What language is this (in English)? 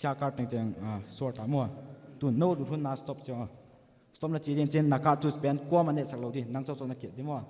Paite Chin